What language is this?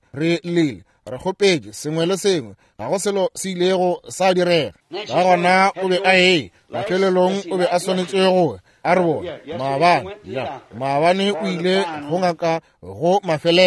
Northern Sotho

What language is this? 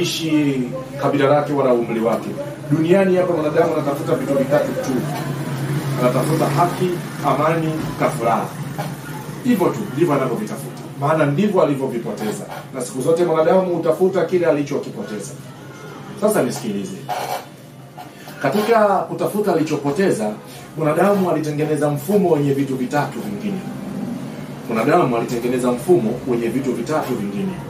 Swahili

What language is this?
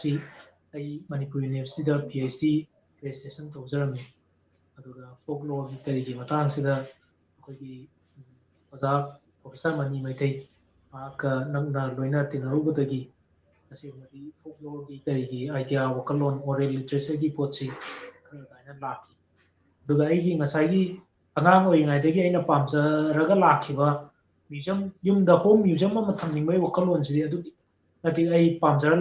Manipuri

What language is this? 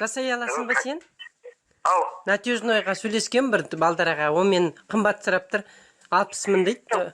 Kazakh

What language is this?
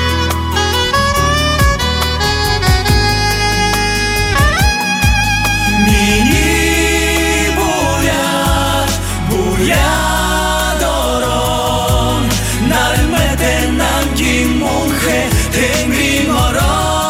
Buriat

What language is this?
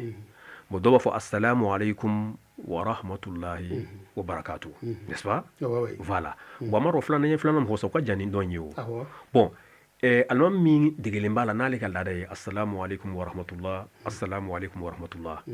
Bambara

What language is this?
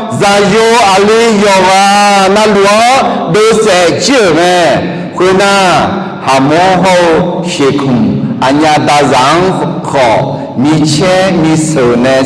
Akha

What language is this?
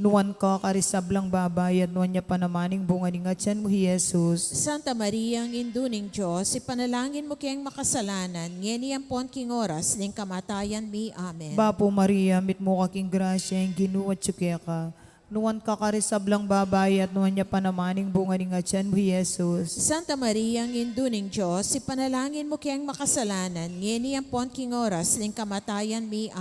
Pampanga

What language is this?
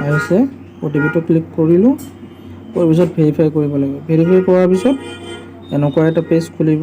Assamese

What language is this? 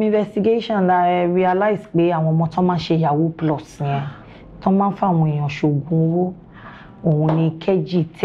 Yoruba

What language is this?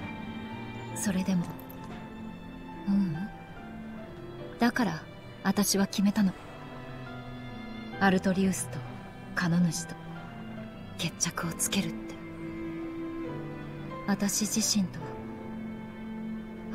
Japanese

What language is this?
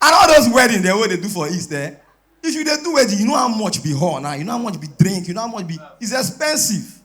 Nigerian Pidgin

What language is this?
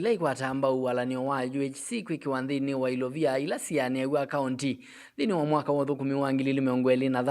Kamba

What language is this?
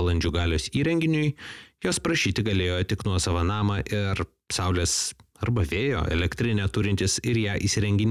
Lithuanian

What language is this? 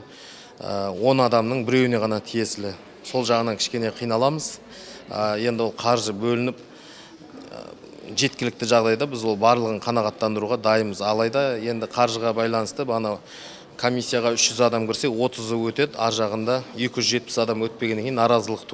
Kazakh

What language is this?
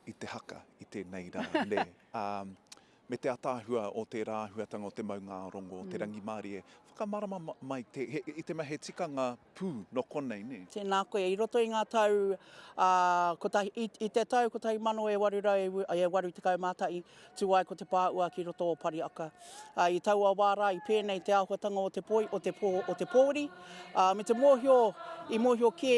Māori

